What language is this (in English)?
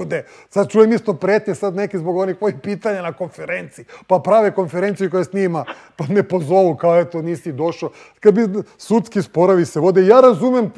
Serbian